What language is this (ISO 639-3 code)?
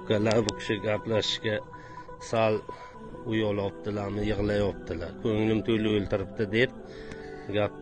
uzb